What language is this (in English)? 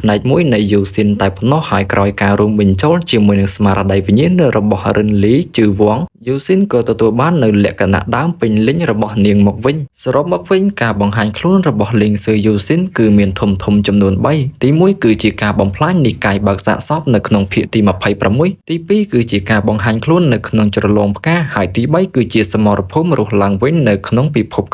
Khmer